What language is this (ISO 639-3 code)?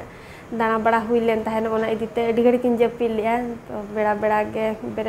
sat